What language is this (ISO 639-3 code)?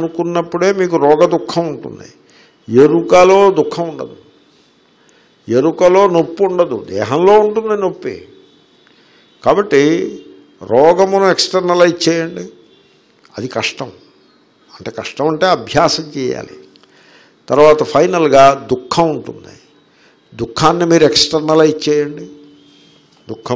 tel